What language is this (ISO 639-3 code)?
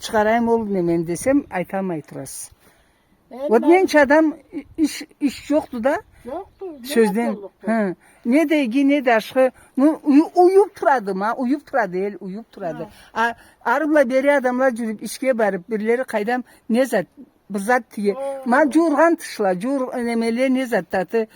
krc